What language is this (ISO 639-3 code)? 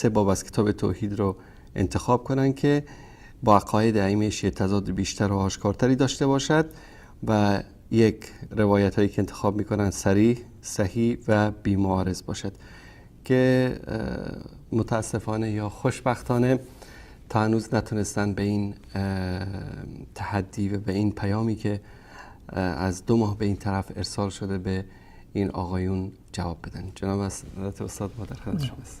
fas